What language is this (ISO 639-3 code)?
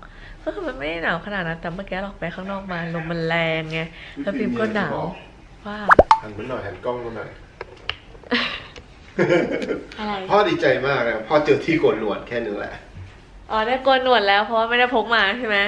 tha